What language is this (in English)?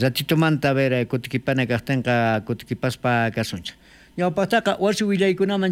South Bolivian Quechua